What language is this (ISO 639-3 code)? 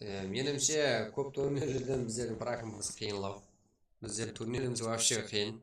kaa